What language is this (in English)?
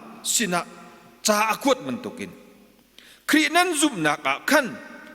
Hakha Chin